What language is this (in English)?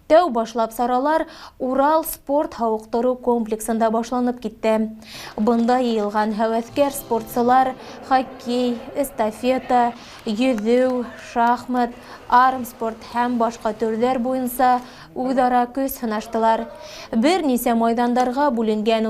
Bashkir